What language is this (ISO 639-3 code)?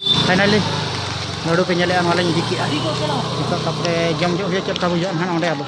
sat